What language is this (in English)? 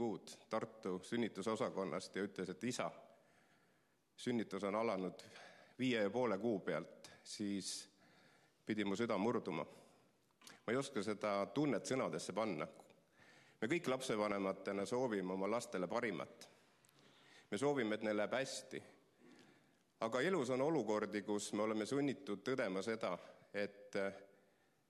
Estonian